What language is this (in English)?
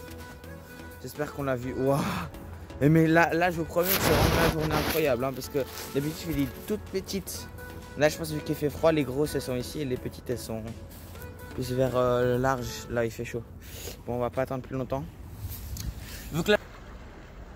French